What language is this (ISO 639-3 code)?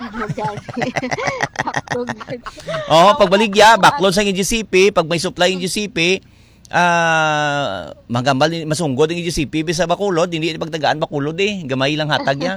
hil